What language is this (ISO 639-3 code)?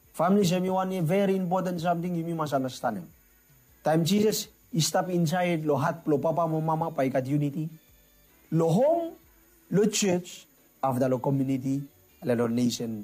bis